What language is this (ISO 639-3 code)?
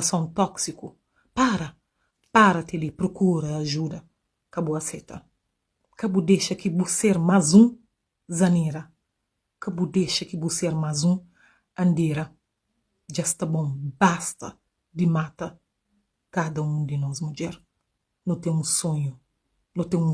kea